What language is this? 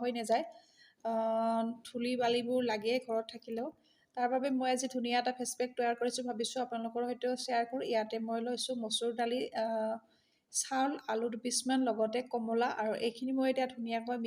Assamese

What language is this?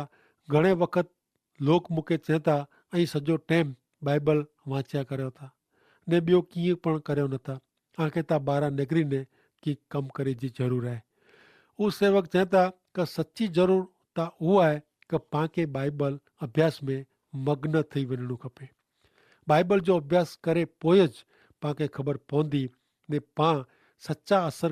Kachhi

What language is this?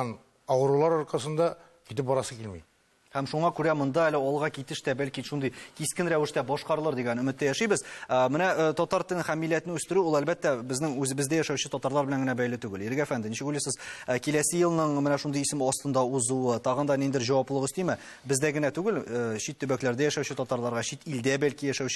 Tatar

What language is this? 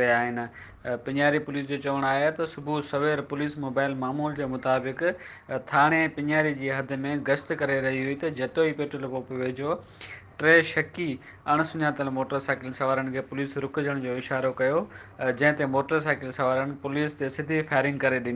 Sindhi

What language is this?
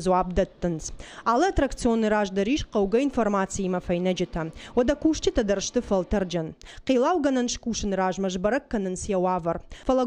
Ossetic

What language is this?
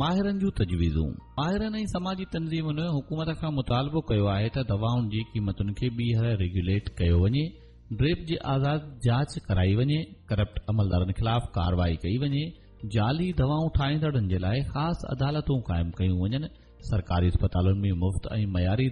Sindhi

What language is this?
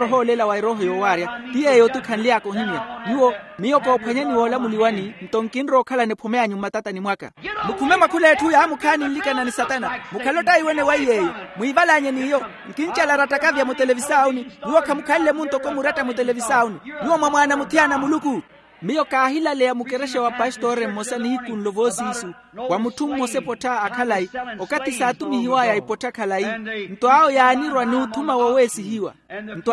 Makhuwa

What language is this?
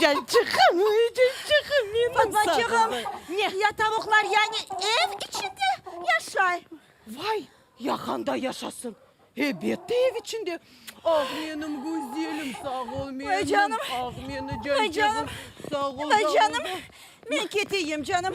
Crimean Tatar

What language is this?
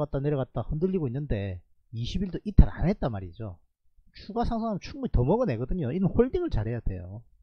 Korean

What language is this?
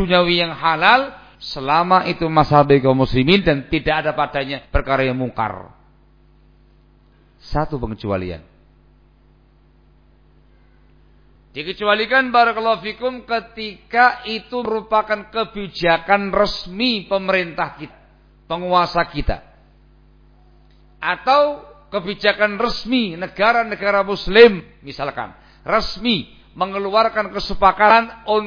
Indonesian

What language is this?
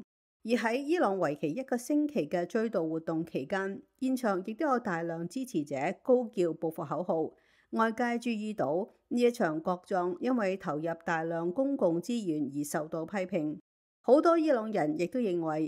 Cantonese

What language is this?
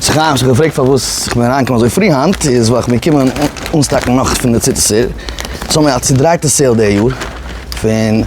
Yiddish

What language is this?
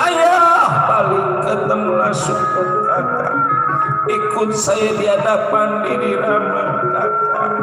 Betawi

